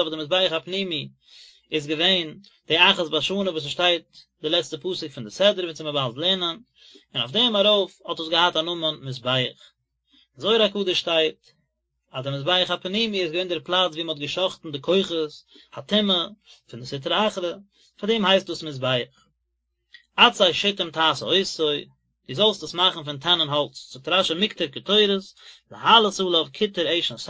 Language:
Yiddish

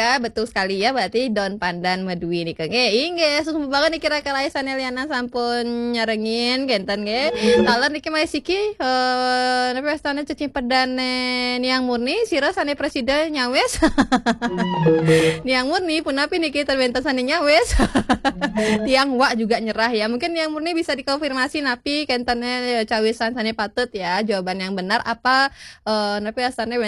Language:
Balinese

